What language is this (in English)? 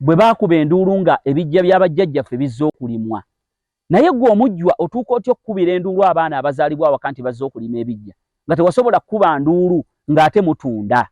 Ganda